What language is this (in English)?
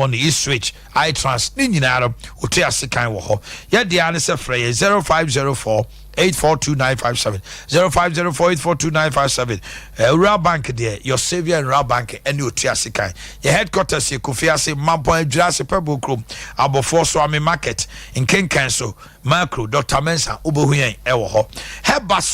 Akan